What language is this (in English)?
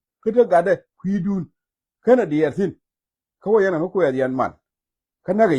Nuer